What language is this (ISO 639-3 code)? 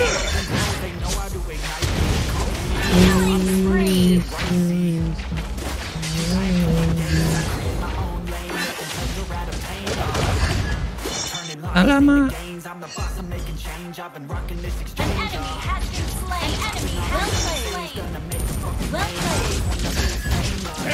ind